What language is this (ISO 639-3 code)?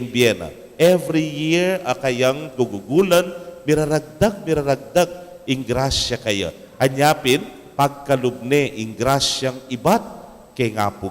pam